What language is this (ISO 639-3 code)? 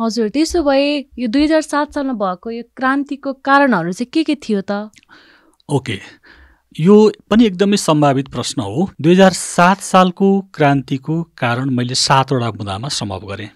nep